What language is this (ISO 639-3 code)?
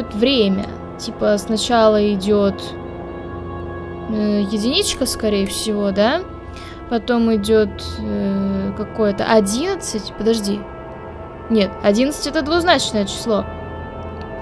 rus